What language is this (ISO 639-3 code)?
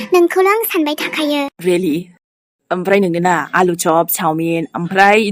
brx